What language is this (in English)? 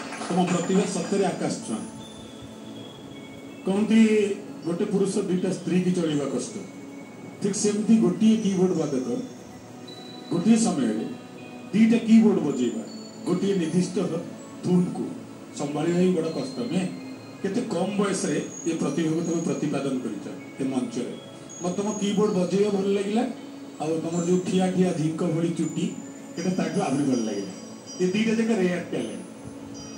Odia